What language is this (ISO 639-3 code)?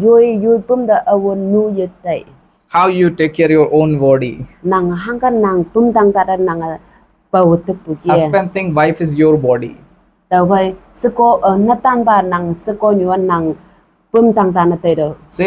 nbe